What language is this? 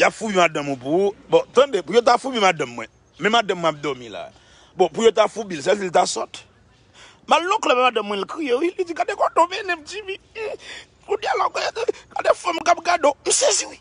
Haitian Creole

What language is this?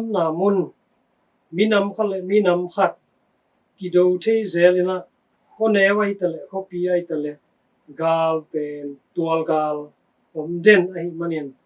Tedim Chin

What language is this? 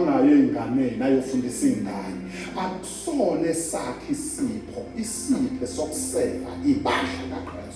Zulu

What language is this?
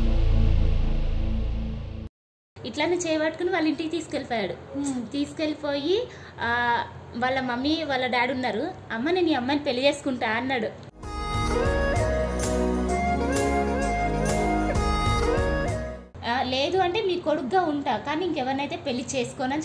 Telugu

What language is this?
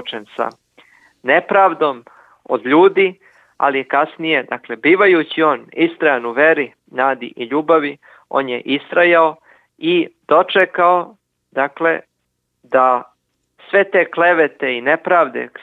Serbian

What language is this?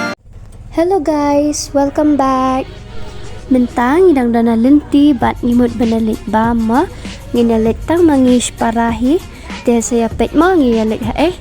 Khasi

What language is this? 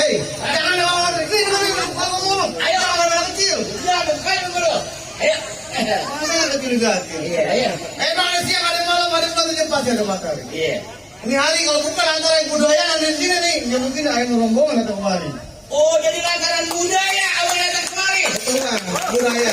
Betawi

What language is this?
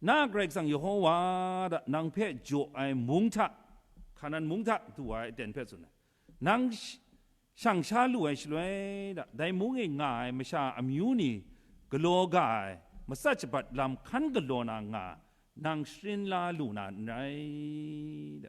Kachin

